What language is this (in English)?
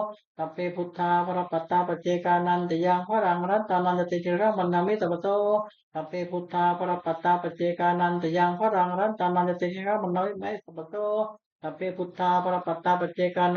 Pali